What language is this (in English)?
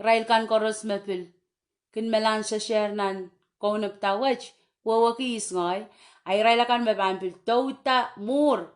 Pohnpeian